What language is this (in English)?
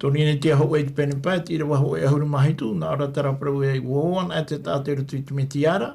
Tahitian